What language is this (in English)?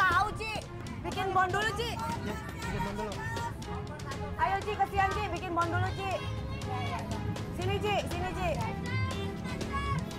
Indonesian